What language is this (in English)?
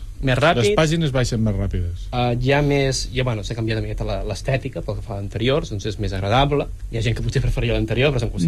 Catalan